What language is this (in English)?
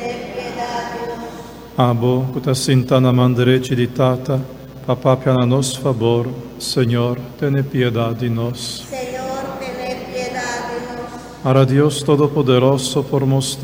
Papiamento